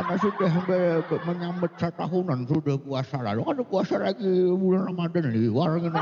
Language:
Banjar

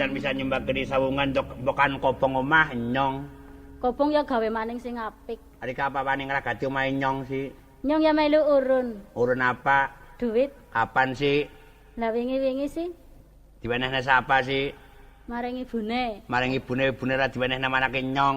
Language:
Javanese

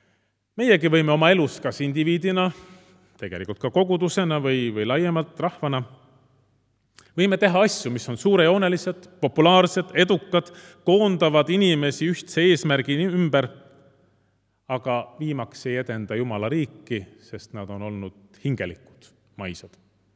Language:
Estonian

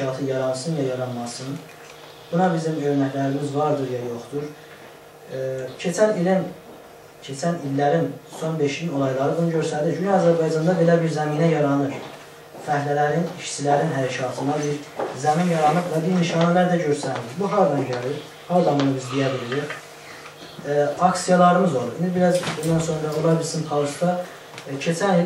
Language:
South Azerbaijani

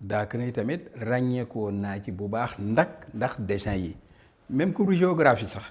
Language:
Wolof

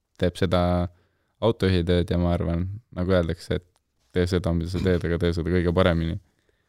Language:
Estonian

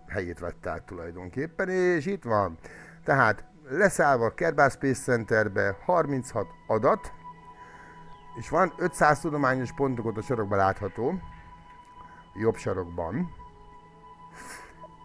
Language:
Hungarian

